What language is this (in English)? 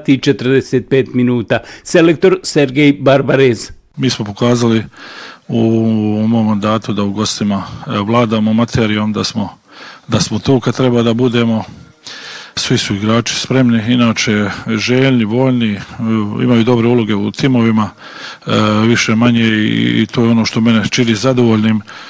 Bosnian